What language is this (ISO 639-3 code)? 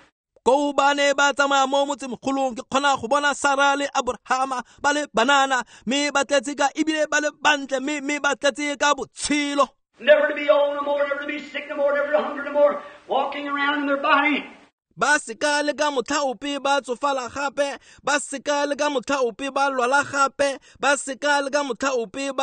tsn